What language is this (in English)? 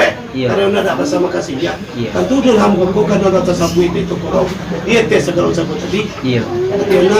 Minangkabau